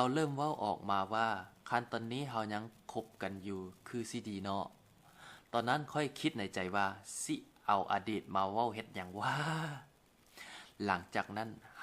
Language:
Lao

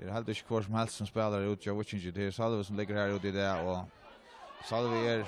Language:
Faroese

